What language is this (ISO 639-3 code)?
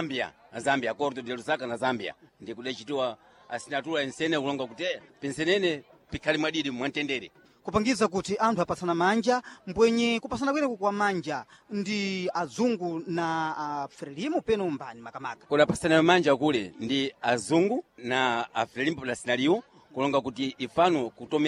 seh